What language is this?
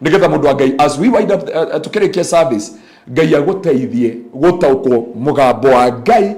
Kikuyu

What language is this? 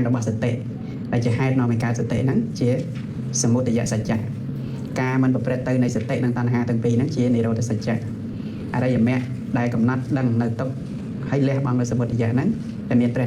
Khmer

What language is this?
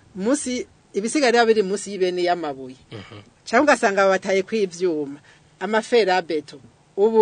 Rundi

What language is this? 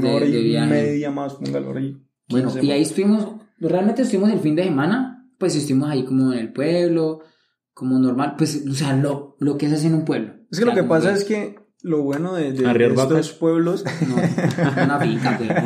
Spanish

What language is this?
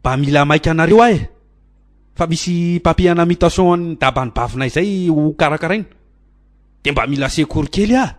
Malagasy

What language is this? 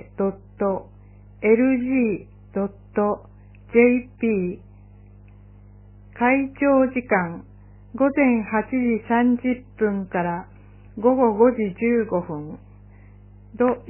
Japanese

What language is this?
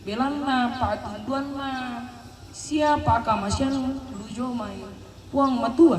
Toraja-Sa'dan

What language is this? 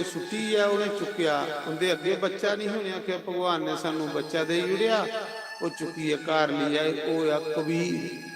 Dogri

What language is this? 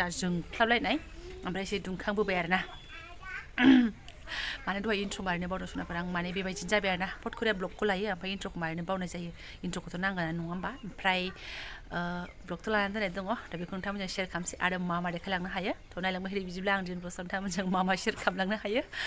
Bodo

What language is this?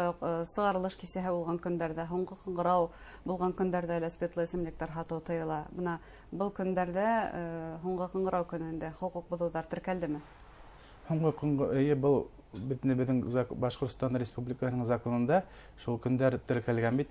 Bashkir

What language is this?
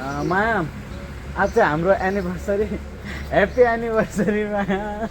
Nepali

